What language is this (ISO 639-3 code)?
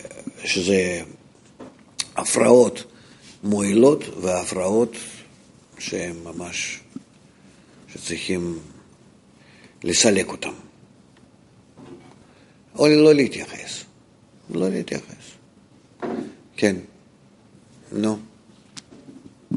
heb